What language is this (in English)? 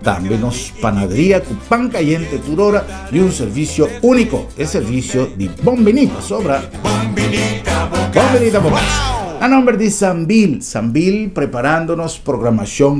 Papiamento